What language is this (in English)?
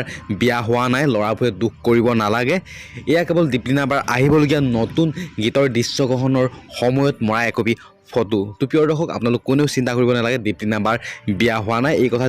Assamese